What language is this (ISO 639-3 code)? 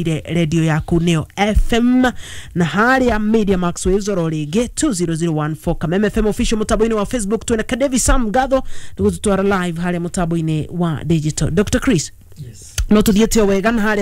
kik